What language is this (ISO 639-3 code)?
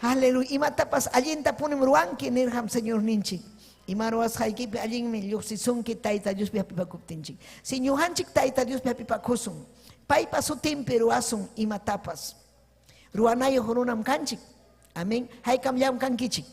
quy